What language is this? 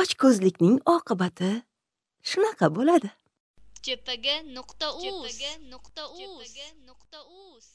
Uzbek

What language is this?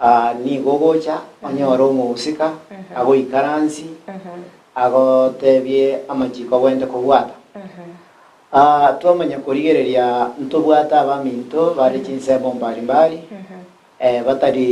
Gusii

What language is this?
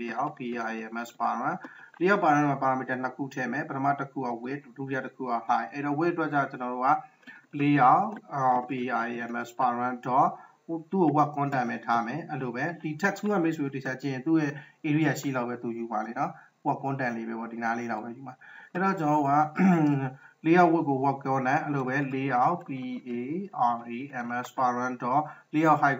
Burmese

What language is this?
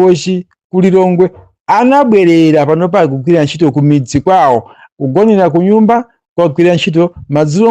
Nyanja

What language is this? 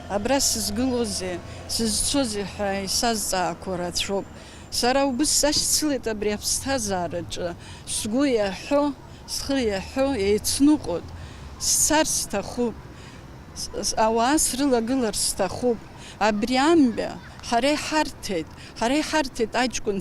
Abkhazian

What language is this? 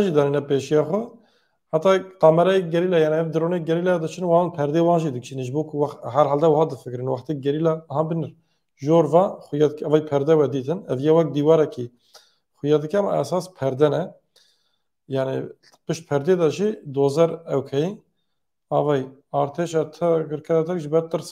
Kurdish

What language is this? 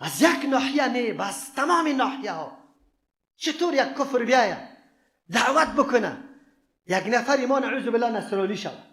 Persian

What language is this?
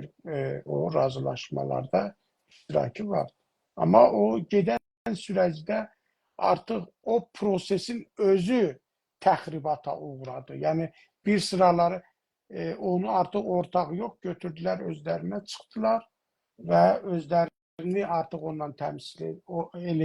South Azerbaijani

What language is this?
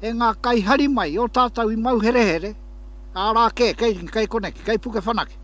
Māori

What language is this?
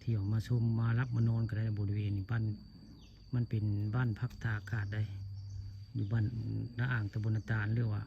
Northeastern Thai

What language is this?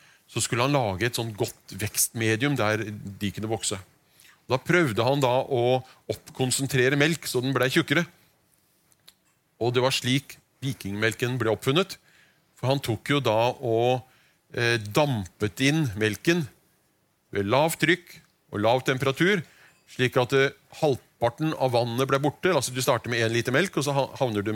Norwegian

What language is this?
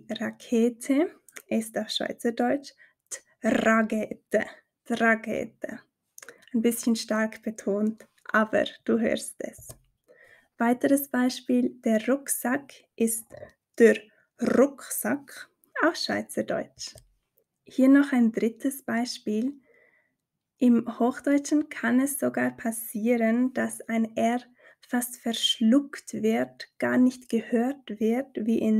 Swiss German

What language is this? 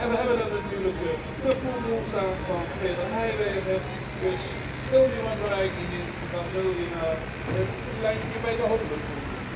Dutch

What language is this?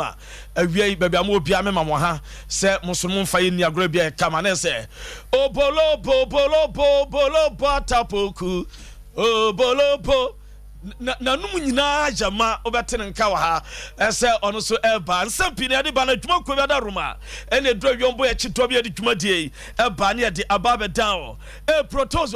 Akan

